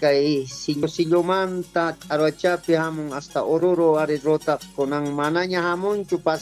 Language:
South Bolivian Quechua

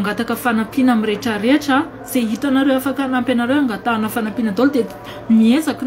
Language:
Malagasy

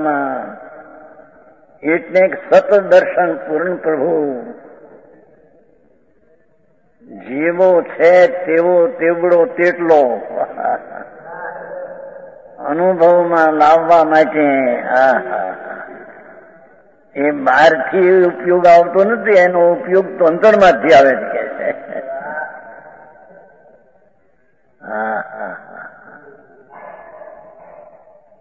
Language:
Gujarati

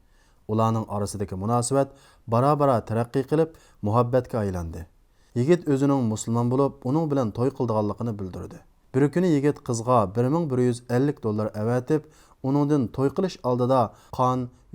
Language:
Uyghur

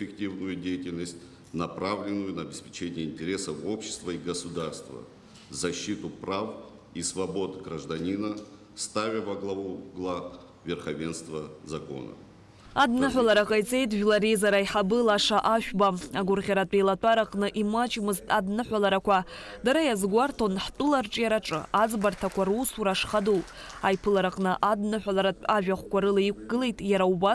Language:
Abkhazian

